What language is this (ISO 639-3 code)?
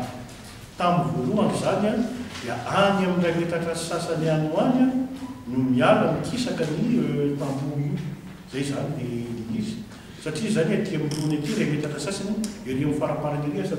mlg